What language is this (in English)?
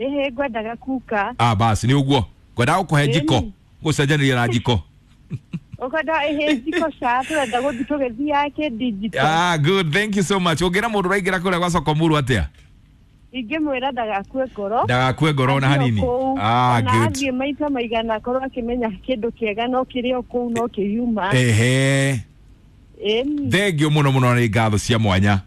Kikuyu